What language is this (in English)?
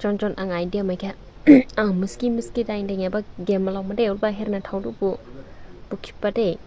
Dimasa